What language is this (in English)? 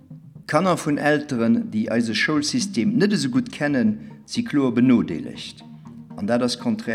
Luxembourgish